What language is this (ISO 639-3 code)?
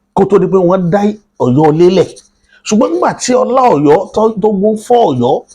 yor